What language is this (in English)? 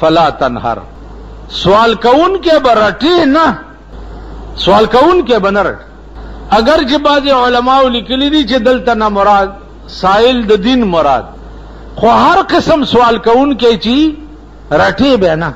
Pashto